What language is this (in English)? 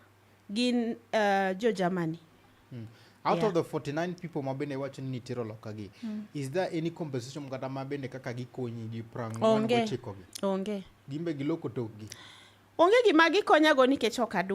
Luo (Kenya and Tanzania)